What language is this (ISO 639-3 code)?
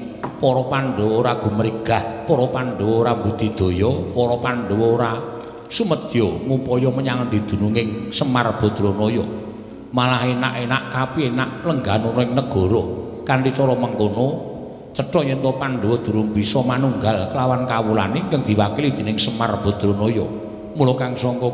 jav